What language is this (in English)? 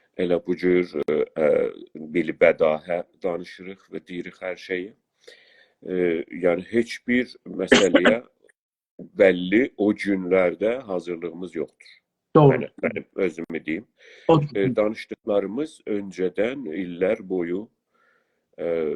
South Azerbaijani